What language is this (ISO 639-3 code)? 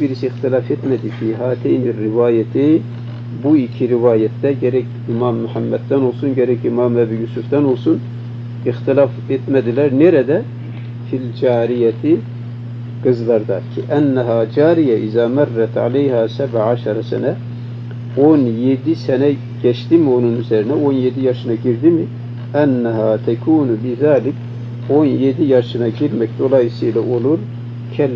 tur